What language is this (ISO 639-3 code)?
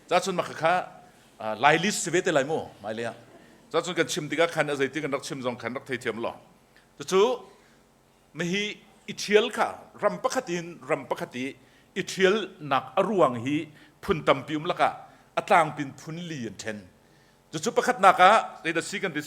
cnh